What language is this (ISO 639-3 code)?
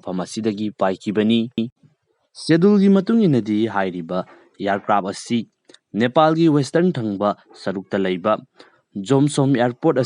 mni